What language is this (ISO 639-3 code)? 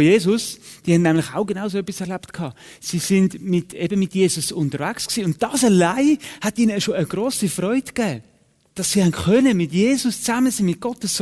gsw